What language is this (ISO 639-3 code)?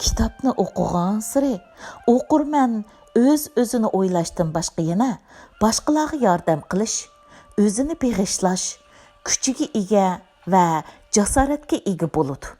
uig